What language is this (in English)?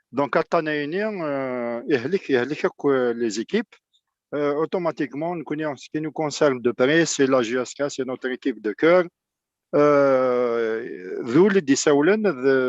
Kabyle